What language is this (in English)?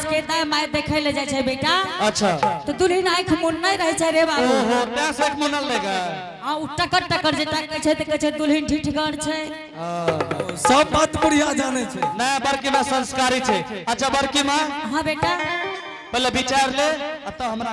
Angika